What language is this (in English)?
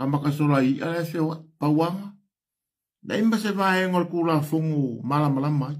Samoan